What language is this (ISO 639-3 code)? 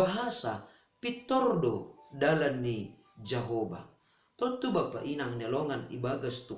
bts